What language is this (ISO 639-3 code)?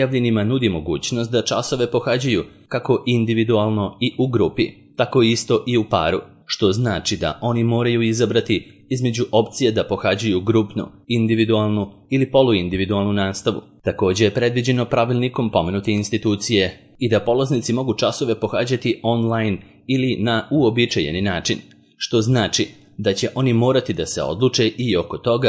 srp